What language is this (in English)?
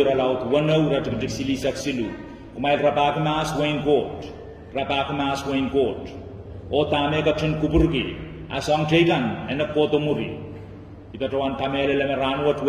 Pohnpeian